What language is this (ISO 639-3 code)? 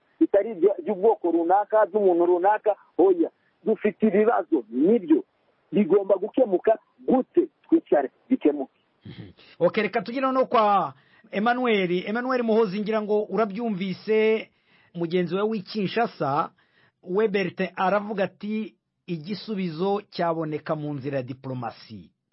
kin